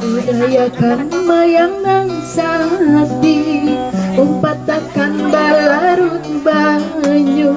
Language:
Banjar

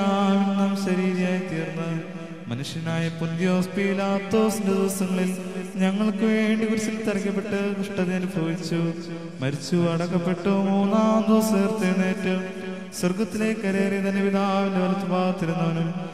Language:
Malayalam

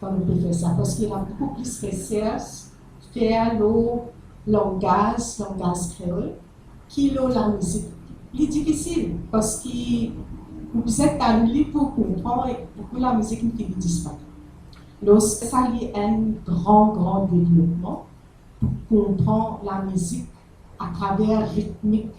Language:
Morisyen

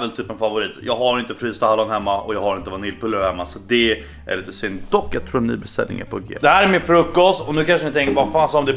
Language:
Swedish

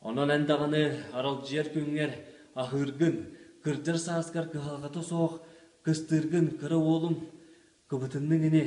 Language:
Yakut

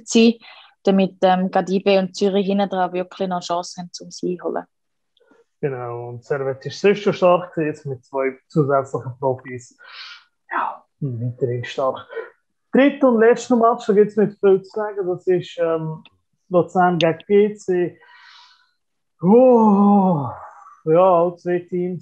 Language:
German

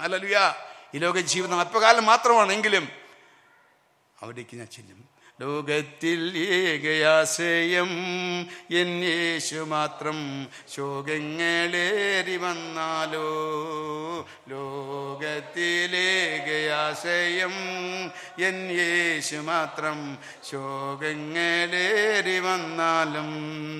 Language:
Malayalam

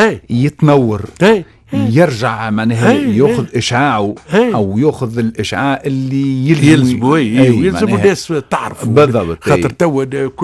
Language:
Tunisian Arabic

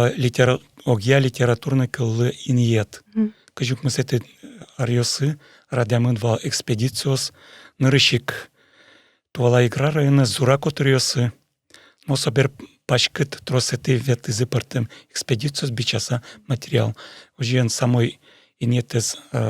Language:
Udmurt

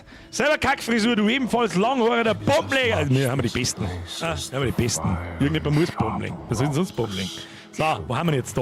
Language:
Bavarian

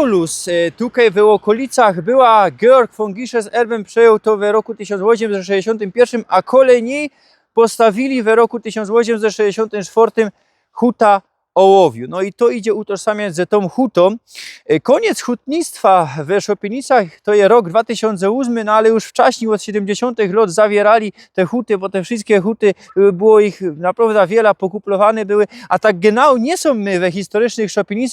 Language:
Silesian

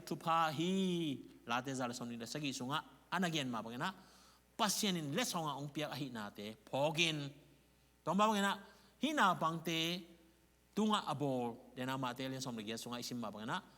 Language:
Tedim Chin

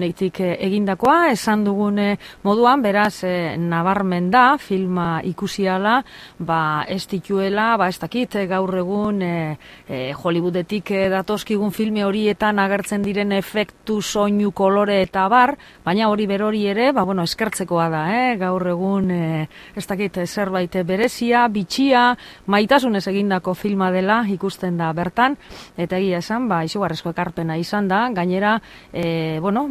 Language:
Basque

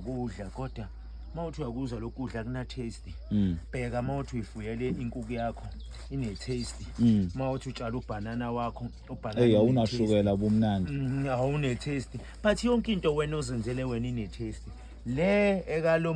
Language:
Zulu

